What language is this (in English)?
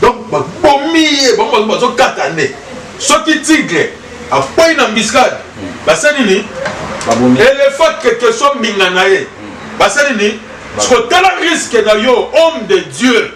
Lingala